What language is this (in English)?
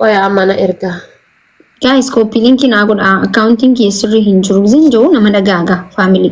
Oromo